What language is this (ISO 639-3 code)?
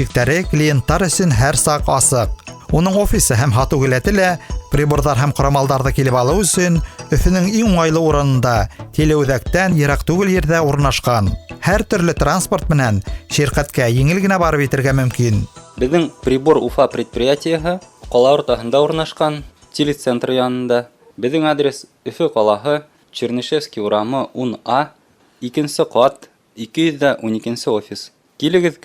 bak